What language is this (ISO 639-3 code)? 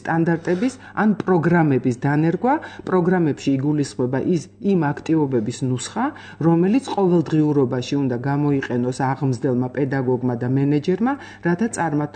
kat